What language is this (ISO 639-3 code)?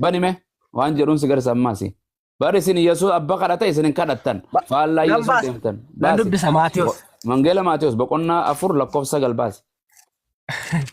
orm